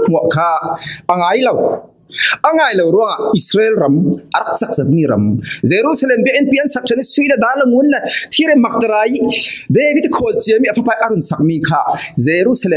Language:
Falam Chin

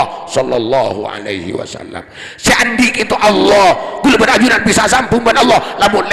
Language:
Madurese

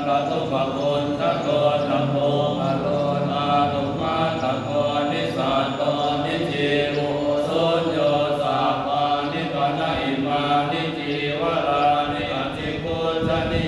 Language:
Pali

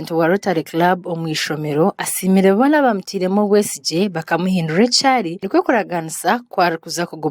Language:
Nyankole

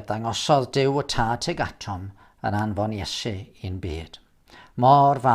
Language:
Welsh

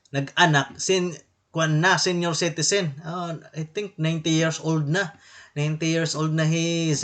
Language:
Waray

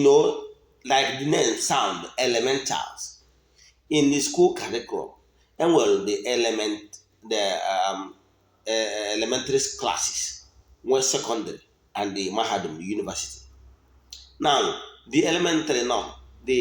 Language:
Igbo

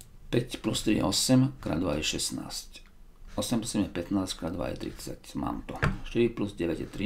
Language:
Slovak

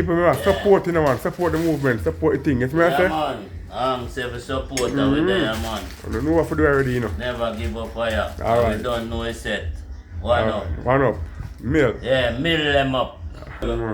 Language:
Jamaican Creole English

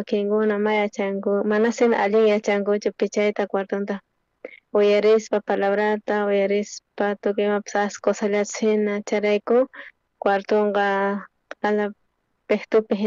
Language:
South Bolivian Quechua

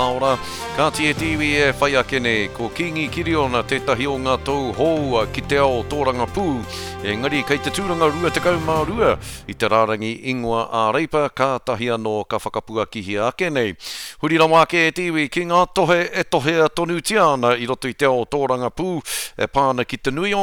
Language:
Māori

